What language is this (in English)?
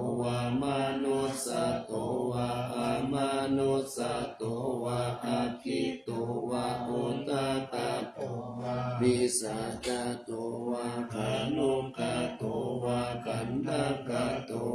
Pali